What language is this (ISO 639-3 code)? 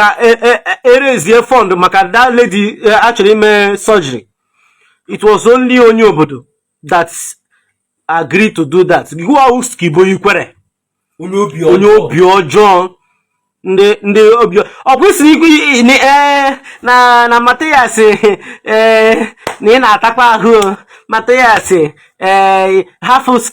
ibo